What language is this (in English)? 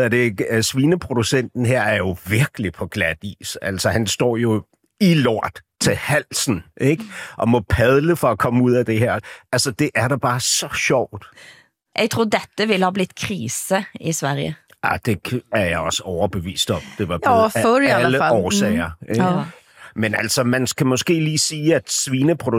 Danish